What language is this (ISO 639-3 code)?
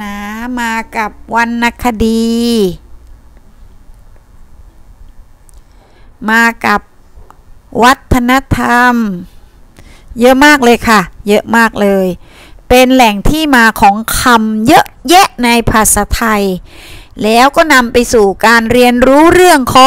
tha